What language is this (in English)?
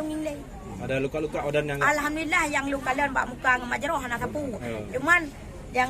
Achinese